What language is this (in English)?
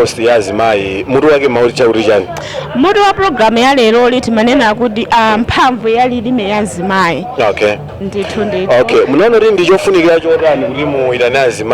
Nyanja